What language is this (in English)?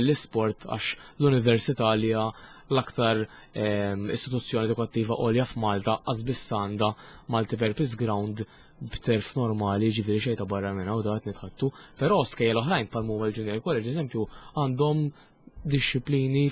Maltese